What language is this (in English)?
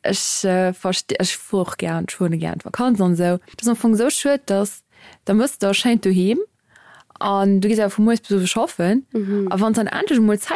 Luxembourgish